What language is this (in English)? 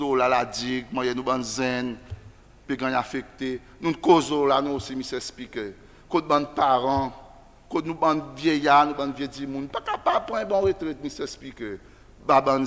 Seselwa Creole French